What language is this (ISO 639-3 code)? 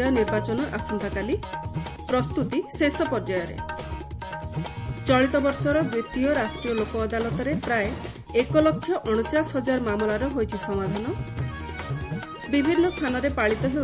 ori